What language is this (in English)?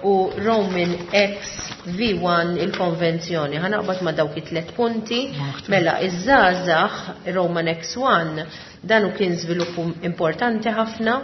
Maltese